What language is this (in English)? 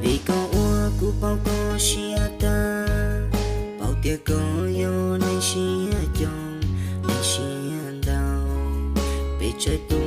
Hmong